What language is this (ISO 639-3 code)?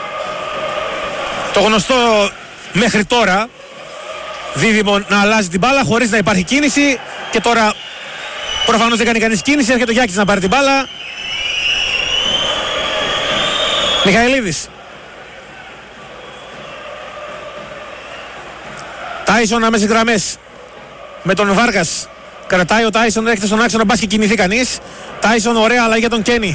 ell